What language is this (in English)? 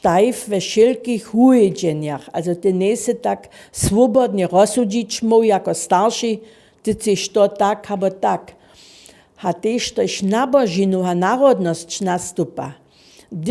Upper Sorbian